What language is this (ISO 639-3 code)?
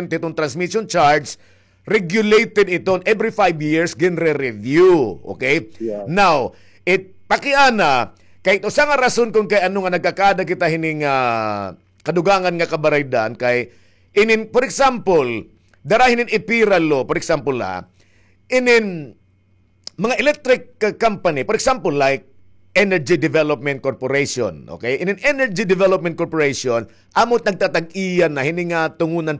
war